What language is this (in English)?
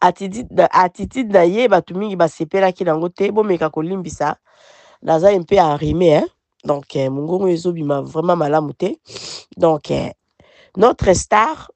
Lingala